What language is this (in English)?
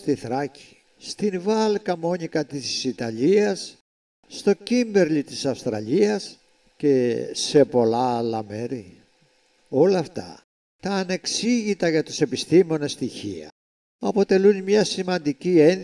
Greek